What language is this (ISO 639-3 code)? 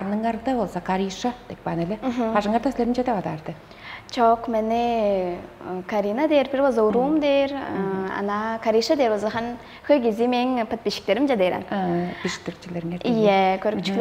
tyv